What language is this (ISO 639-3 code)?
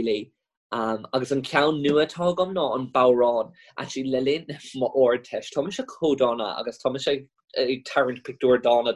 gle